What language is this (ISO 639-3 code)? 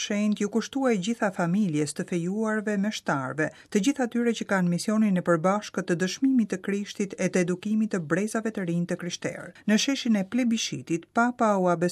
sqi